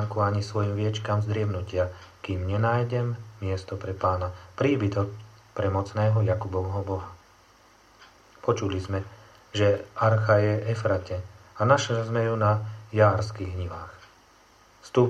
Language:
Slovak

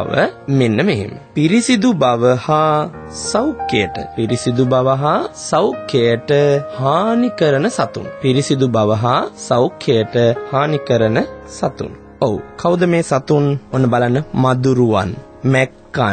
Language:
Sinhala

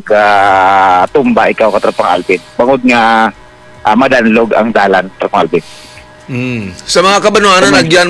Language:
Hiligaynon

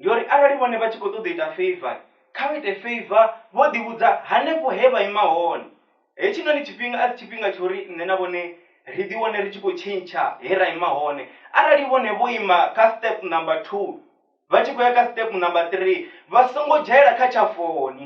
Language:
Venda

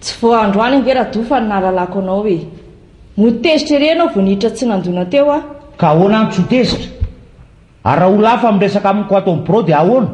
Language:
Malagasy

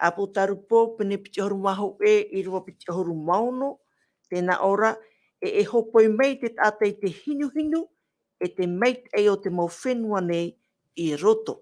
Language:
Tahitian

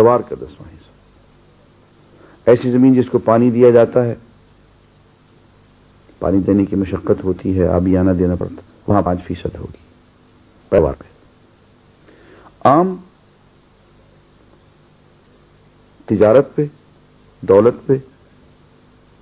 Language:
Urdu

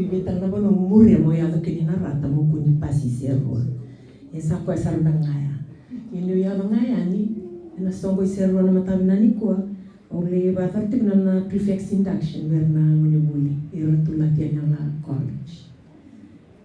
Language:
Fijian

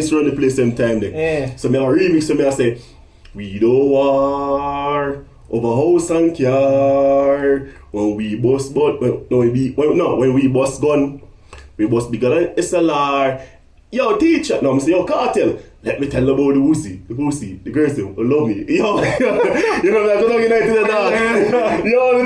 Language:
Jamaican Creole English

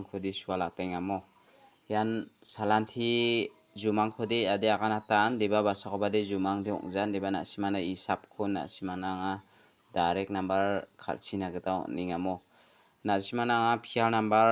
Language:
Garo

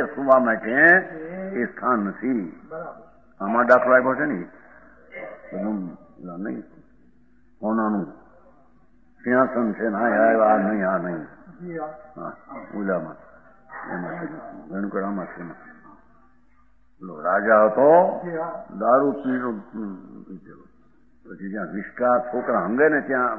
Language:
Gujarati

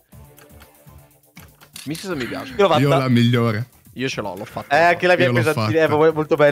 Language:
Italian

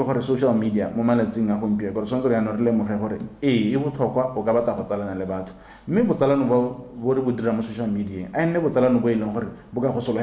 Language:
Tswana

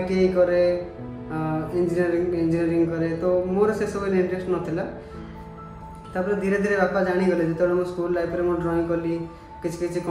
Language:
Odia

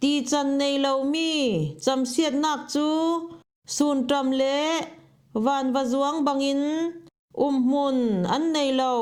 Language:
Falam Chin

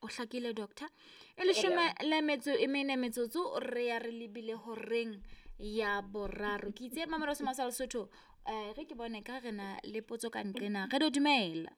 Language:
Southern Sotho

